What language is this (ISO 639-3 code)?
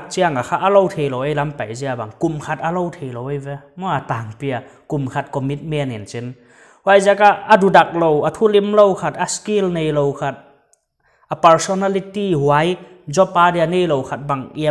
pck